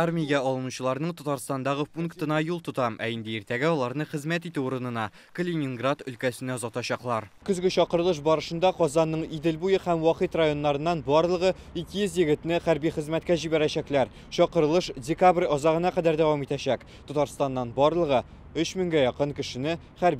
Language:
Tatar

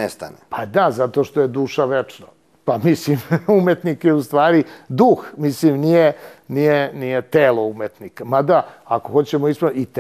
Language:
Serbian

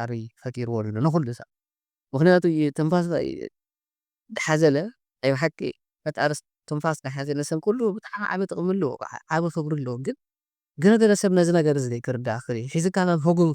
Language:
Tigrinya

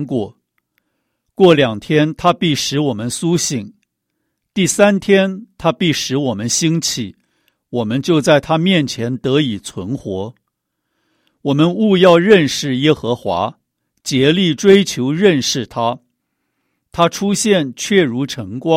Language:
Chinese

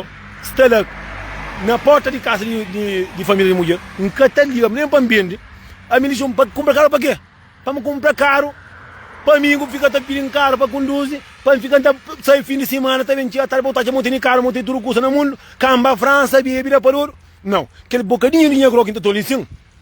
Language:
Kabuverdianu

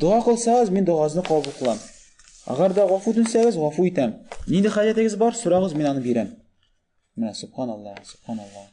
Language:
Tatar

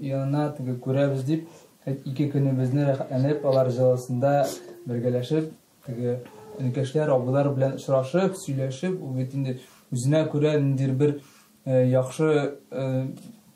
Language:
Tatar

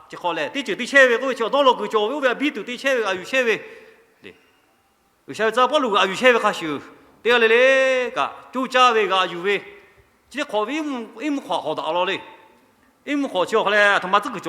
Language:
Lahu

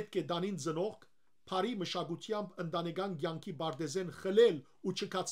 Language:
Western Armenian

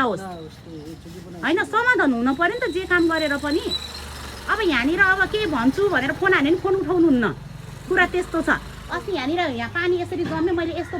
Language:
Nepali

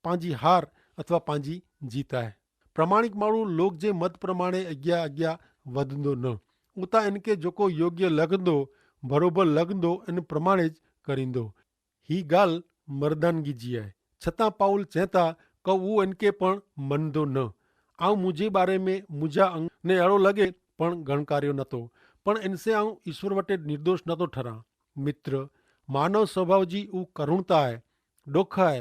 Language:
Kachhi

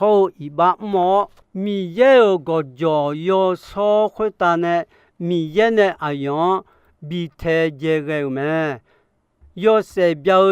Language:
Akha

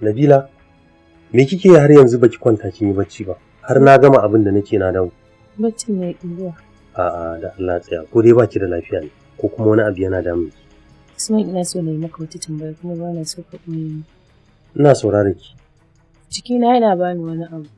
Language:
Hausa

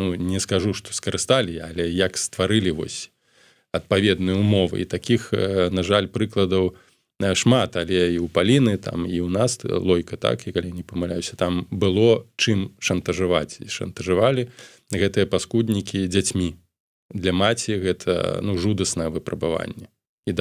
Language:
Belarusian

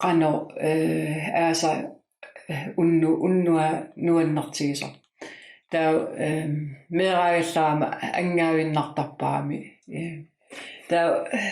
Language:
Kalaallisut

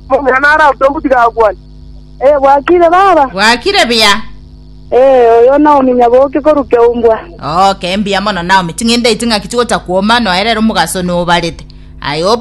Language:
Gusii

